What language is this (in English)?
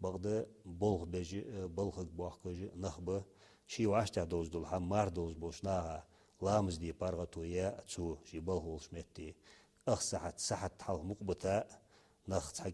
Ingush